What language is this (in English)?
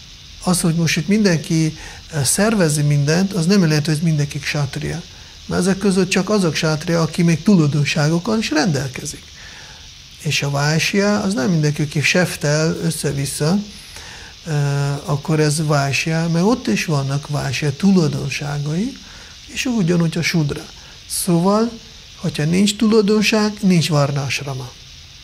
Hungarian